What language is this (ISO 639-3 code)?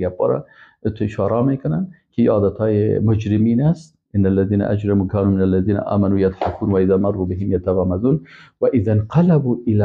fas